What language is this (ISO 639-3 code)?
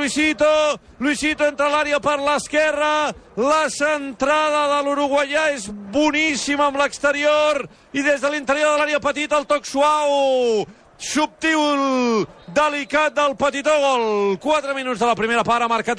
cat